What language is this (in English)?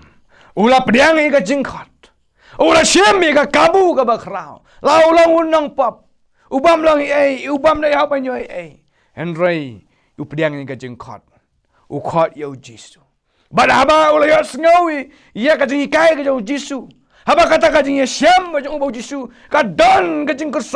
Khasi